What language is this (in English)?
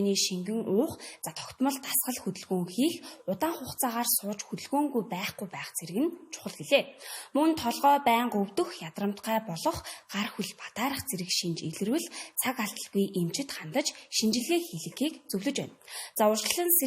Mongolian